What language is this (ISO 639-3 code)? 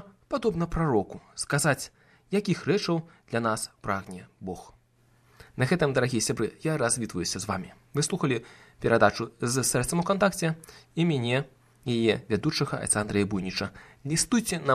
bel